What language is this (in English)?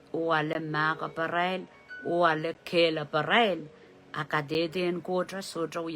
Pohnpeian